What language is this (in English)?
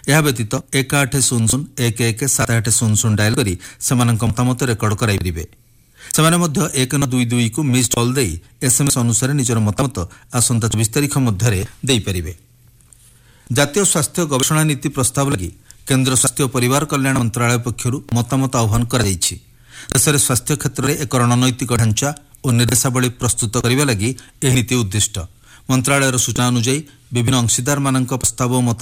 Odia